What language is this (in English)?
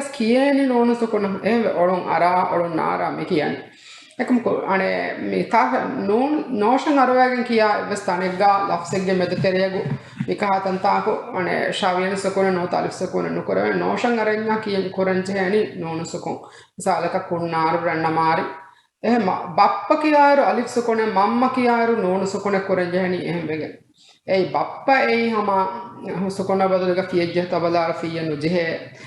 Divehi